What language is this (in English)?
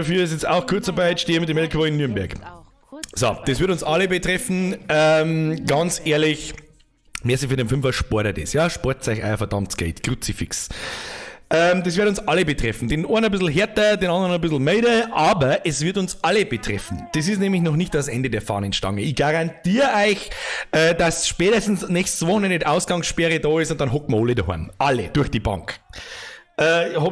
Bavarian